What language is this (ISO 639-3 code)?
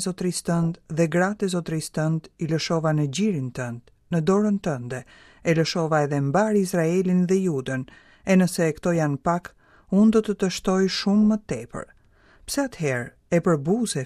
sqi